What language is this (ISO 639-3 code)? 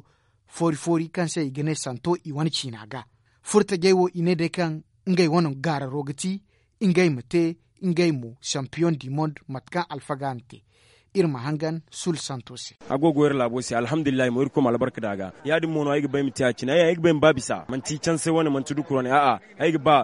dje